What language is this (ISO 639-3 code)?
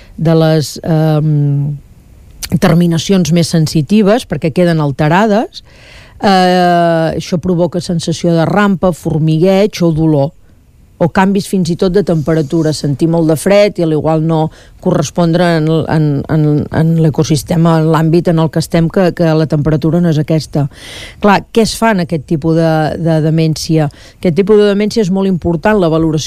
cat